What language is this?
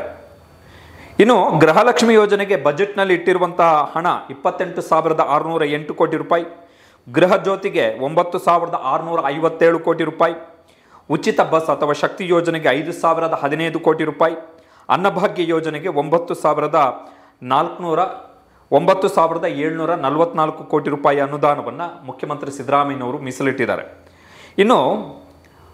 Kannada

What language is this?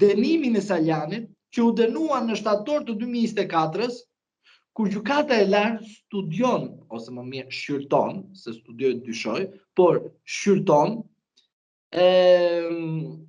Albanian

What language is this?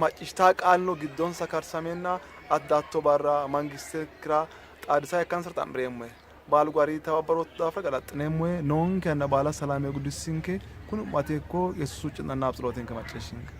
Sidamo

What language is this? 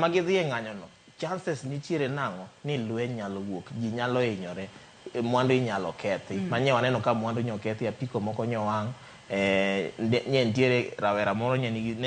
Luo (Kenya and Tanzania)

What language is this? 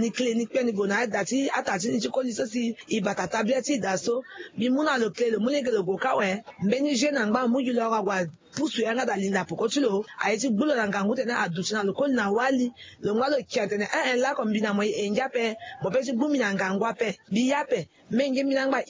Sango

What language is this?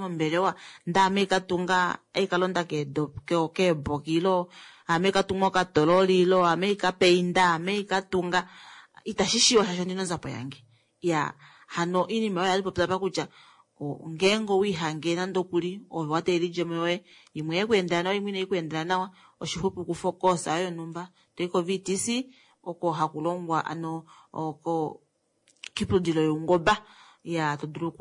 Kuanyama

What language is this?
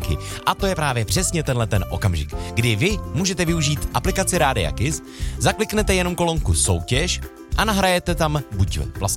Czech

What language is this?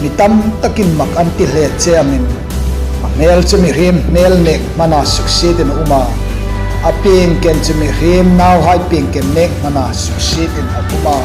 Hmar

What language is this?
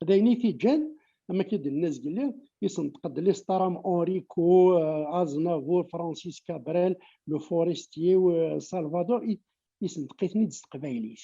Kabyle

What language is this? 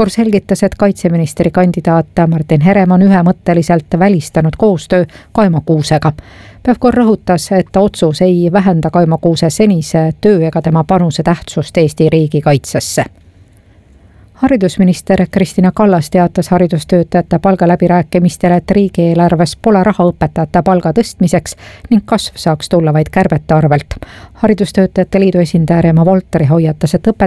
Estonian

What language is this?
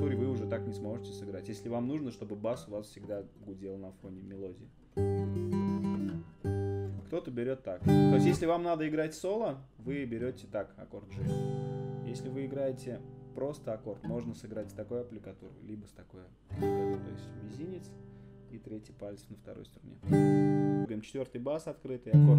Russian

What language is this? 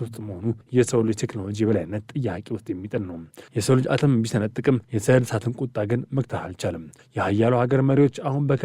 Amharic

